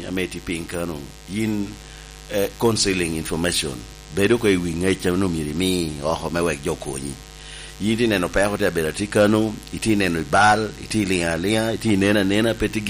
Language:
Lango (Uganda)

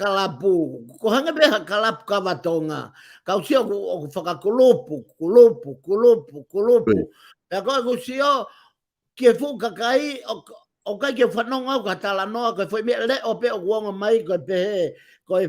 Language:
Tongan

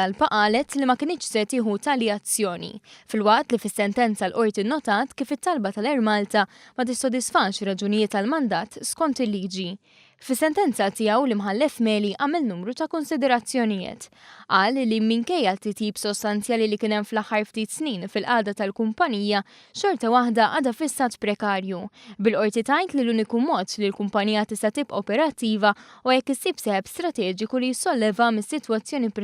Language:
Maltese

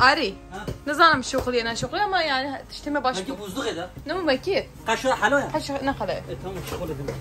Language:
Kurdish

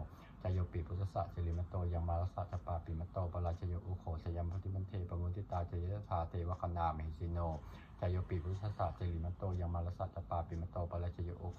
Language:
Pali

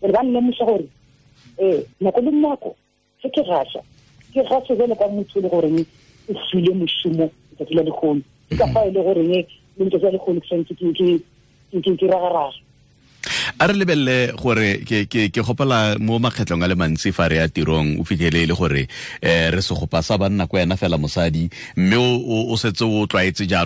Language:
Tswana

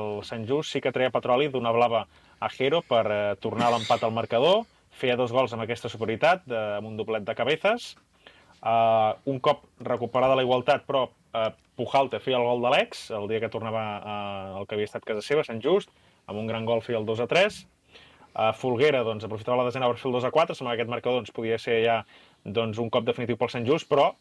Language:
Catalan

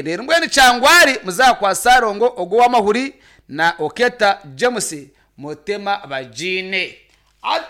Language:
Nyankole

